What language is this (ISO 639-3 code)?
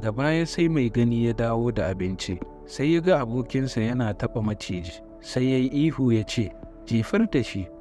hau